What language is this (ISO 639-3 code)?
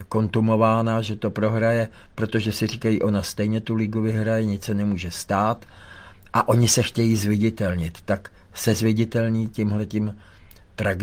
ces